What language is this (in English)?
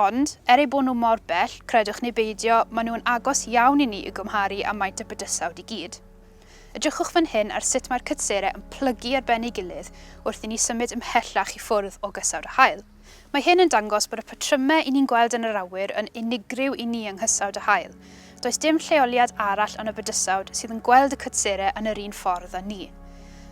Welsh